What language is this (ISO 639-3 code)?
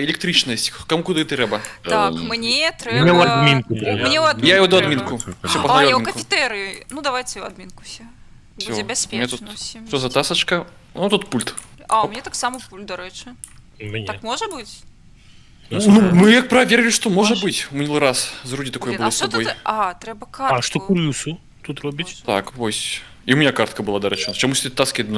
bel